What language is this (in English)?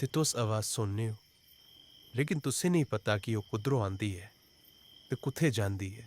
Dogri